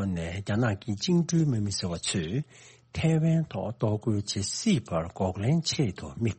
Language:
Tibetan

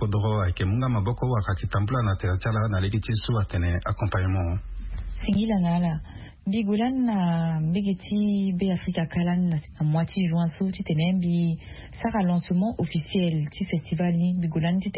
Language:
Sango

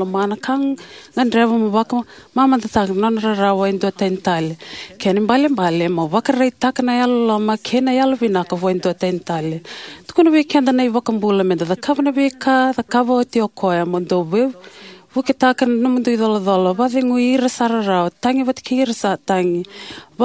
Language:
Fijian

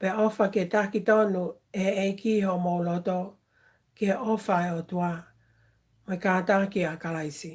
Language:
Tongan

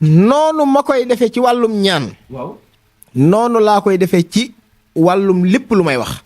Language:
Wolof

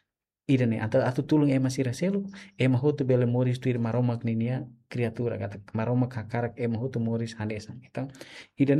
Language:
Tetum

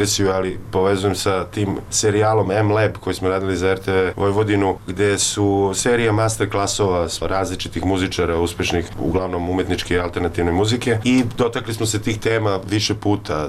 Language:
Serbian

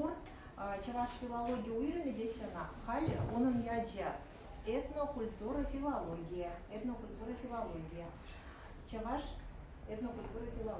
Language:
Chuvash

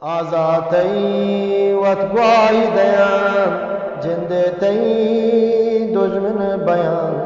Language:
Eastern Balochi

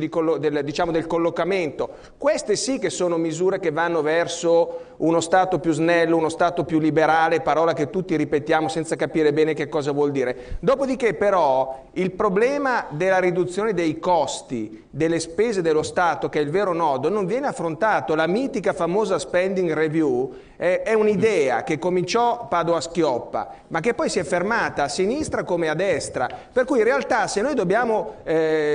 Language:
Italian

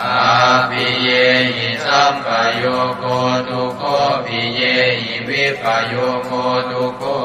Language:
Pali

